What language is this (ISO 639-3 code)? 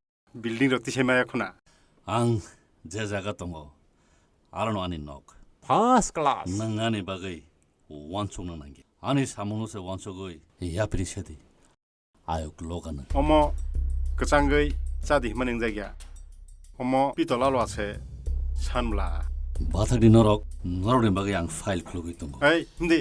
trp